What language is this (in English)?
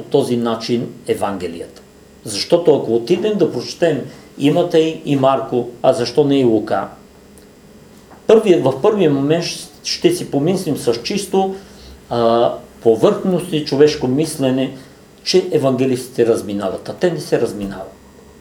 Bulgarian